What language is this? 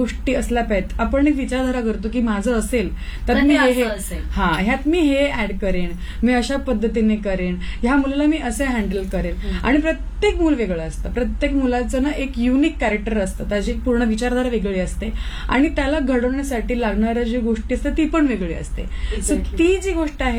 Marathi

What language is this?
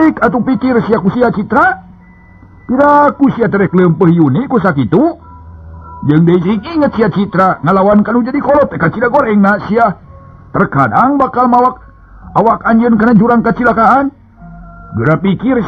Sundanese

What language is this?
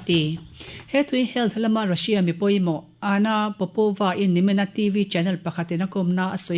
Mizo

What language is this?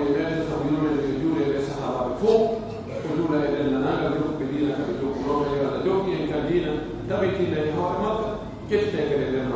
Pular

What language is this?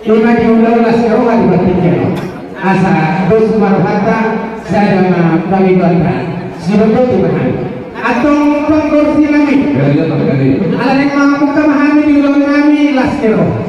Batak Toba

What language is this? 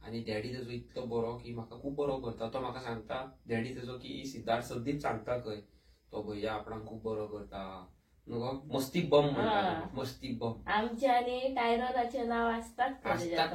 Konkani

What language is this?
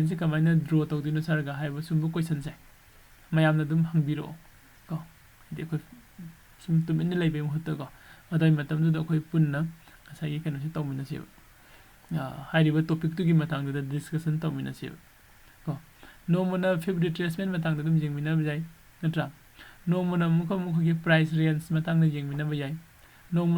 Manipuri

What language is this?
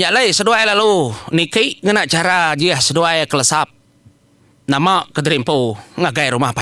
Iban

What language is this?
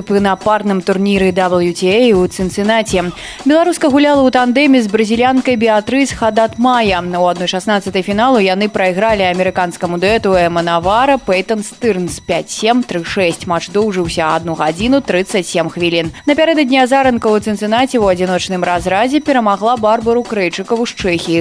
Belarusian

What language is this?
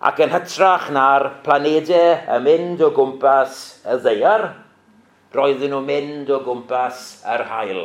Welsh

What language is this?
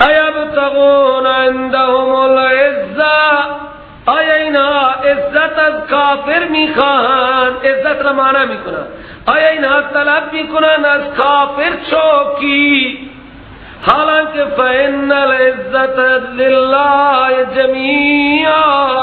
Persian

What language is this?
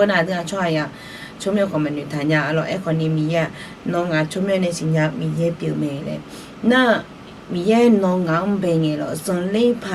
Akha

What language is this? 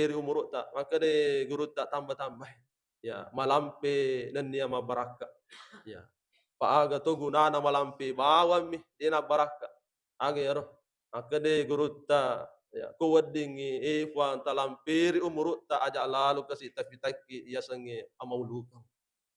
Buginese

